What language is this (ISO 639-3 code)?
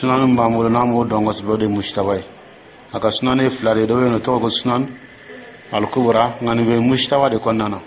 dyu